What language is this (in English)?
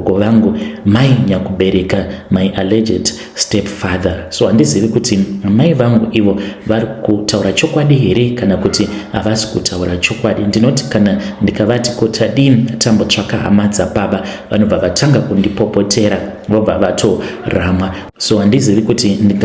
Shona